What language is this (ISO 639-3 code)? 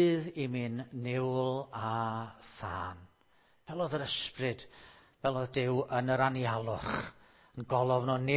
cym